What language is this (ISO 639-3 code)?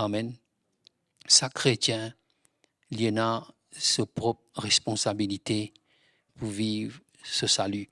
mfe